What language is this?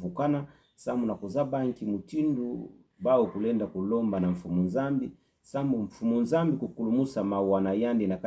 Kituba (Democratic Republic of Congo)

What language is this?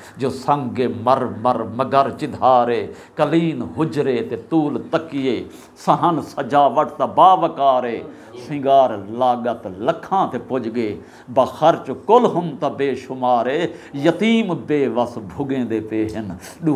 Saraiki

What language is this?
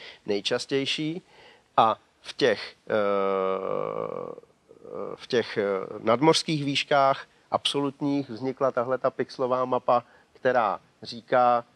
Czech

